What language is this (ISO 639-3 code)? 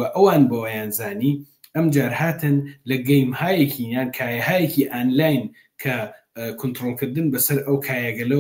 ckb